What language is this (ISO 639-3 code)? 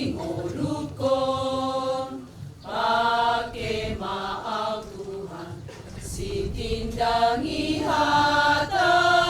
bbc